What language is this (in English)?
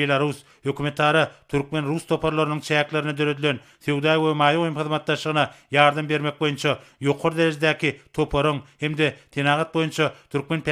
Turkmen